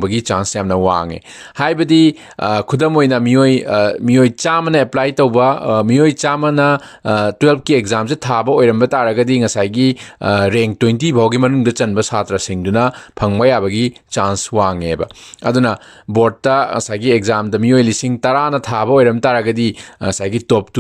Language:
Manipuri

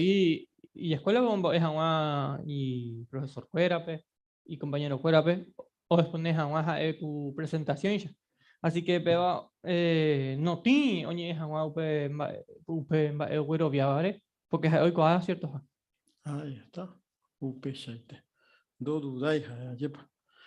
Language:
Guarani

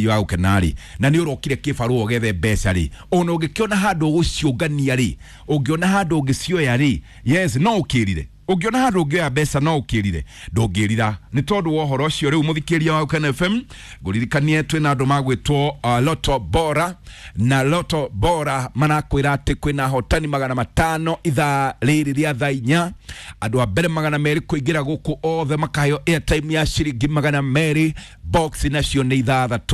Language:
Kikuyu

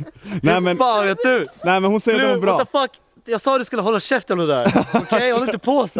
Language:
Swedish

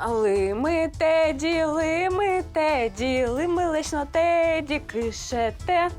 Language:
Udmurt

